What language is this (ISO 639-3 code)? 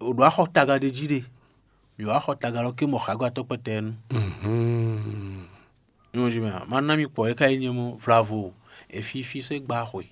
fon